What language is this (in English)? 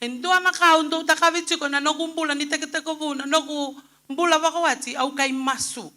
Fijian